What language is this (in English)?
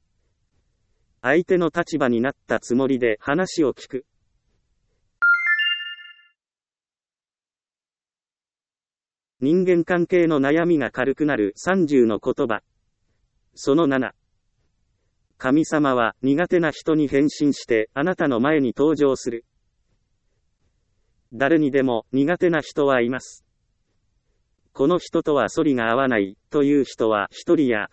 Japanese